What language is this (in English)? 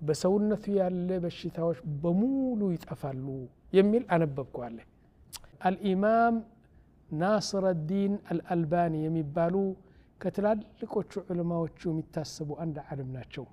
Amharic